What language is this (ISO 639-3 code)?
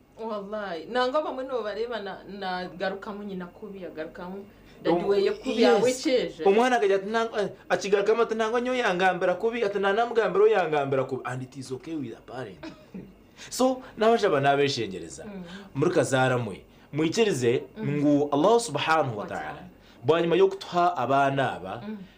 nyn